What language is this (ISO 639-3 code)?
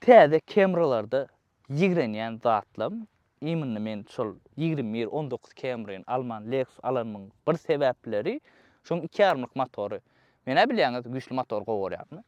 tuk